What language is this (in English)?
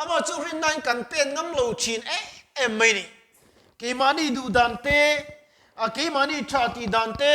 Mizo